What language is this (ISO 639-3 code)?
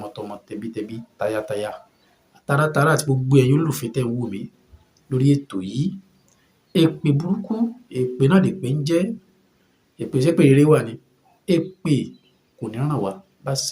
yor